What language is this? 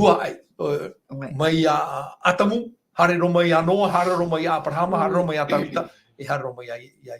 Tahitian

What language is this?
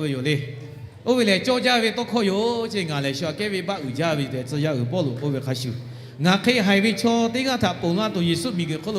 Lahu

